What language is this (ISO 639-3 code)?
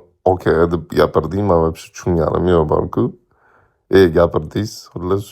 uzb